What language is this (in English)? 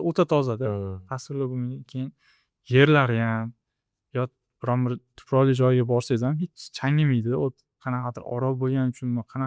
Uzbek